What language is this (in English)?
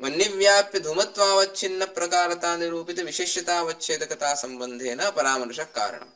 Sanskrit